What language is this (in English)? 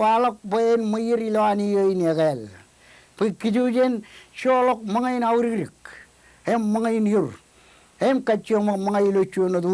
Marshallese